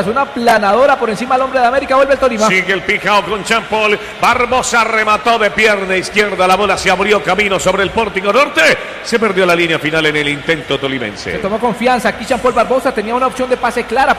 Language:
Spanish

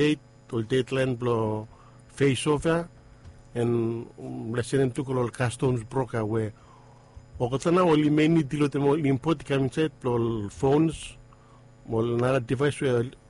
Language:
Bislama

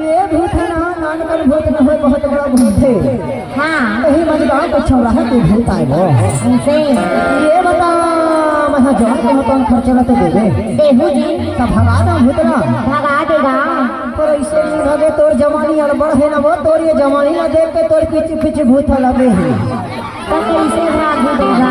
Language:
Chhattisgarhi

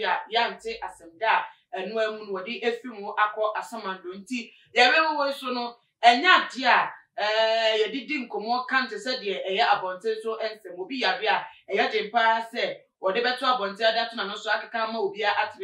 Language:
Akan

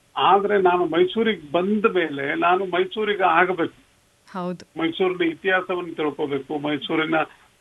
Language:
Kannada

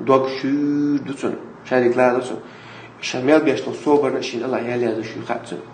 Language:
Chechen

